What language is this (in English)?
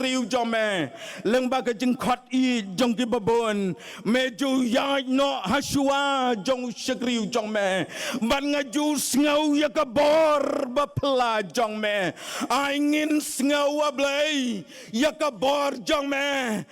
Khasi